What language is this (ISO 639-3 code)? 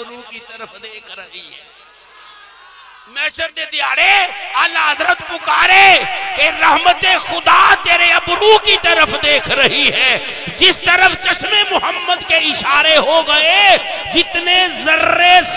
lah